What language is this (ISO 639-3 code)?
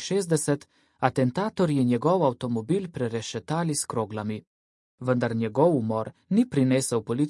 slv